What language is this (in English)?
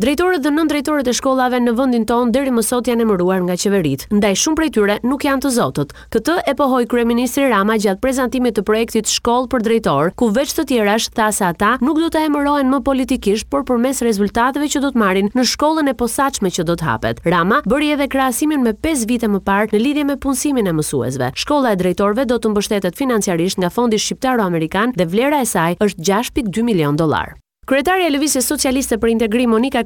Albanian